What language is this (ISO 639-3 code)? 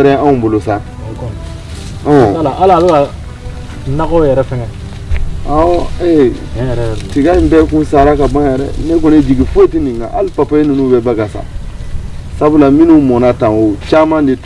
bam